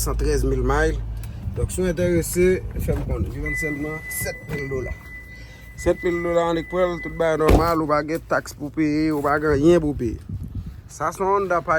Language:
Haitian Creole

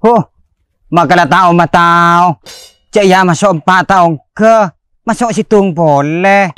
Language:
Madurese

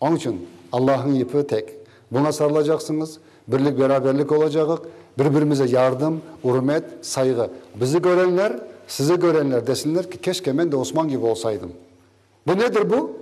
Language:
Crimean Tatar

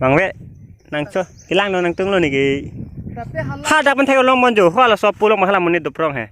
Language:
Karbi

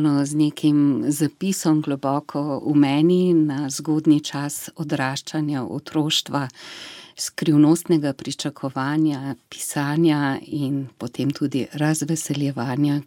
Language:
Slovenian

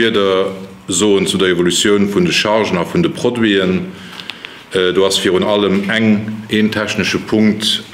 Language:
Luxembourgish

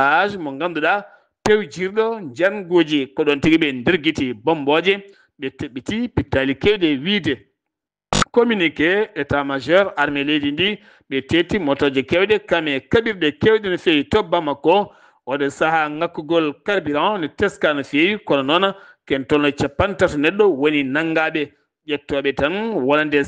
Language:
Fula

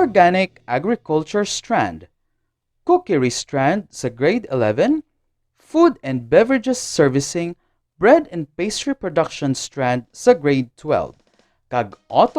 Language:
Hiligaynon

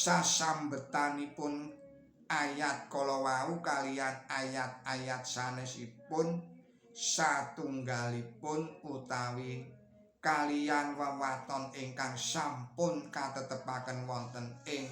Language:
Javanese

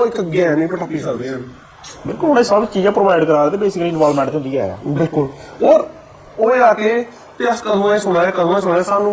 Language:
Dogri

